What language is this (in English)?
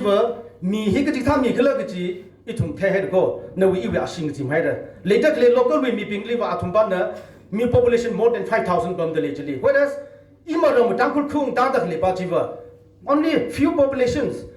Tangkhul Naga (India)